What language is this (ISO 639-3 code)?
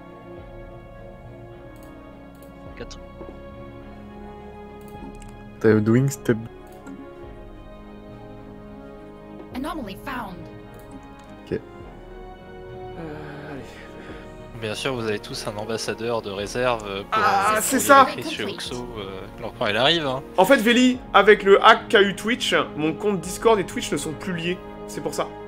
fra